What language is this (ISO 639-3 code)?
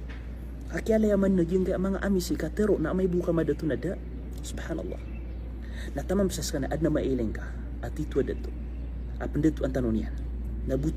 mrw